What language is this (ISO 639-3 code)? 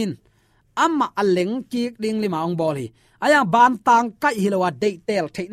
ctd